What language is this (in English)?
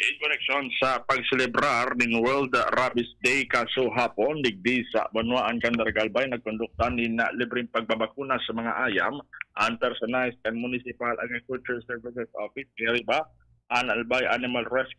Bikol